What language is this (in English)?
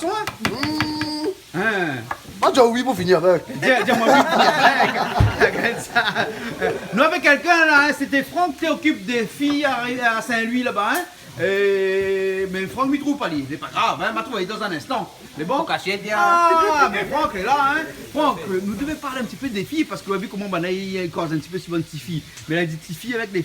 Réunion Creole French